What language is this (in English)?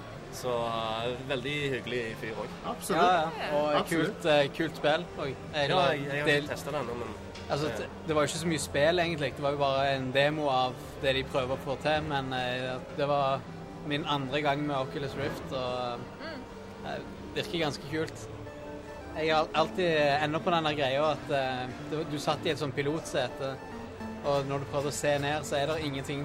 Norwegian